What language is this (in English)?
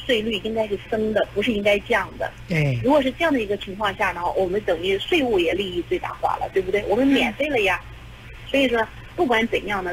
Chinese